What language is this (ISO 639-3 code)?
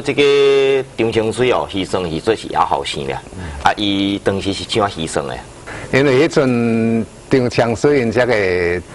nan